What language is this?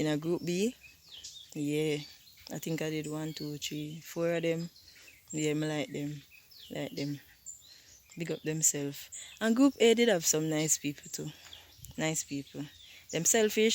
Jamaican Creole English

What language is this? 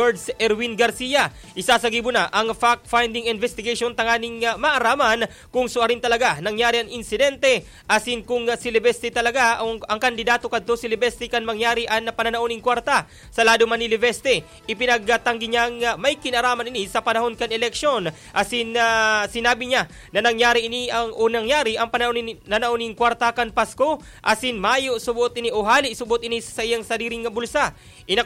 Bikol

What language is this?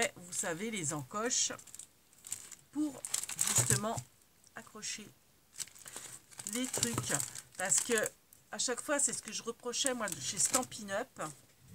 French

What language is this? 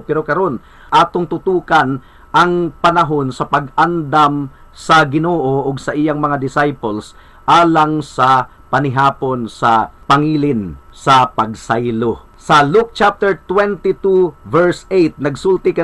Cebuano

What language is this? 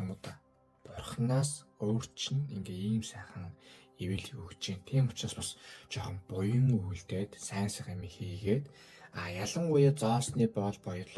Mongolian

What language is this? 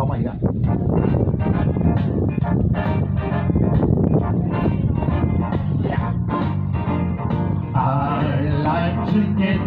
Danish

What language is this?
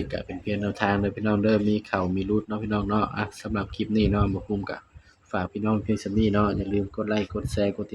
Northeastern Thai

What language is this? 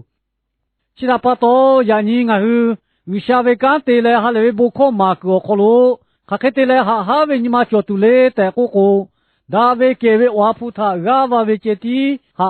Lahu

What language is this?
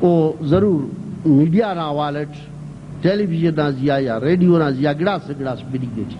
Brahui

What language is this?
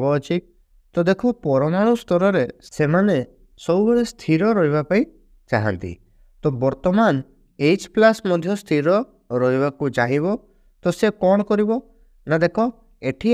Odia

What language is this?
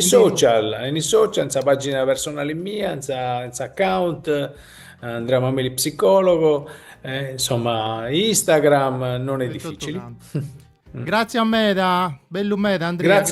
Sardinian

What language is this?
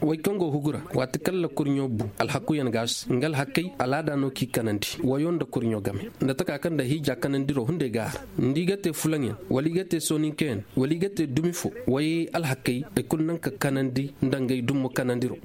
Koyraboro Senni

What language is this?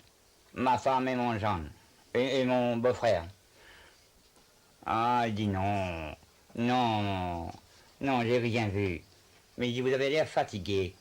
Réunion Creole French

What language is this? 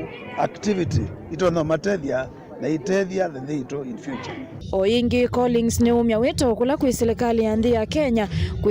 Kamba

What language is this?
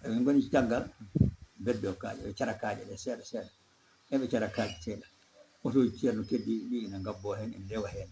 Fula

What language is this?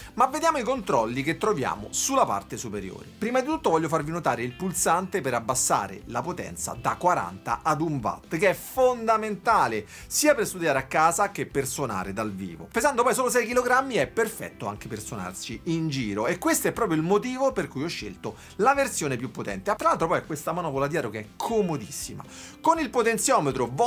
Italian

